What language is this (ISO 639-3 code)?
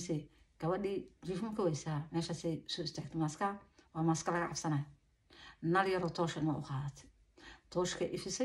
som